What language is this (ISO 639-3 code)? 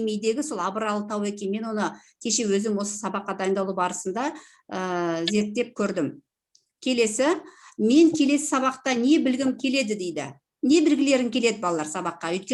kaz